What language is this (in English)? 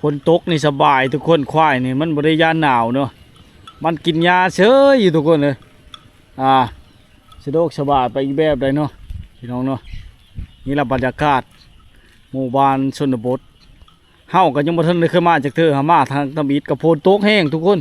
Lao